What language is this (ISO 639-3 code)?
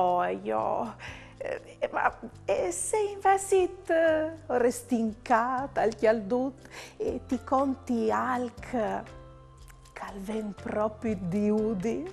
fur